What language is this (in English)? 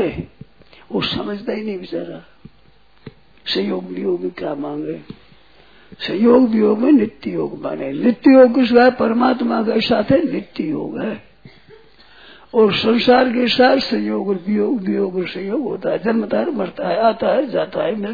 Hindi